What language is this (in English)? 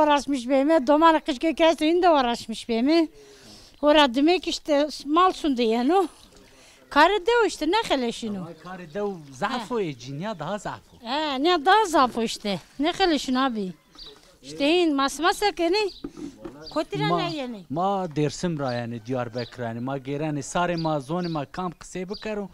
Zaza